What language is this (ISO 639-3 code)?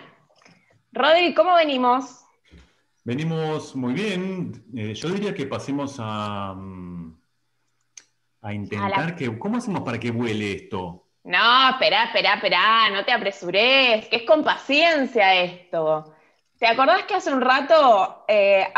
spa